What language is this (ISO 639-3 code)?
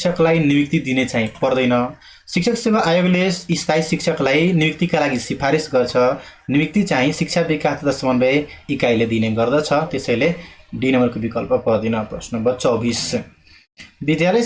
nep